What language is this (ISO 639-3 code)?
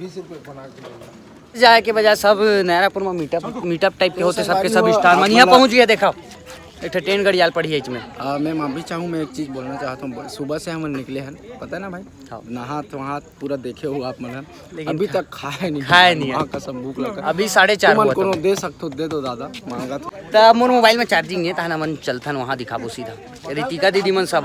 hne